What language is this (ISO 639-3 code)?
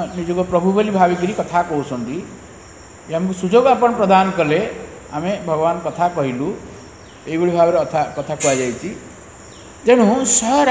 ori